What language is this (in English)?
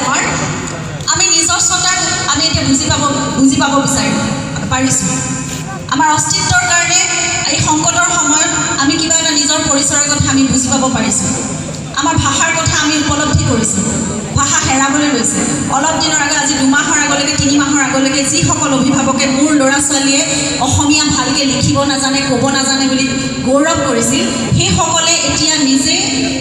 Assamese